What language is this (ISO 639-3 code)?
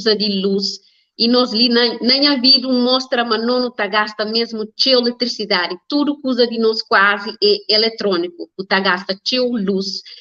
kea